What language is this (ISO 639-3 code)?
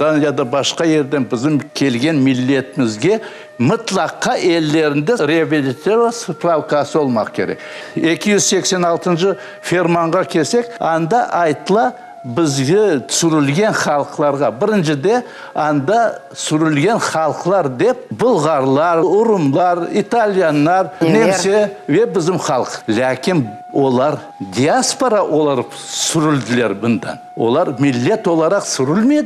crh